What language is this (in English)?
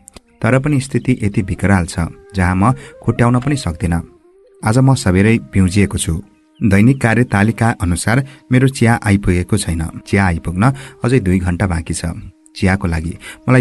Nepali